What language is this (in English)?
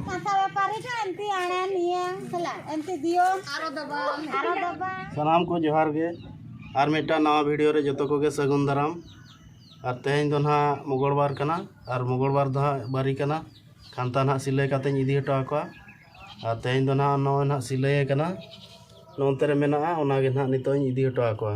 Santali